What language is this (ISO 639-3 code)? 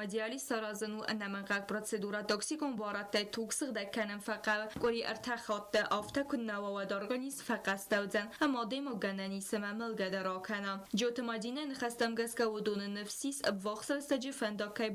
oss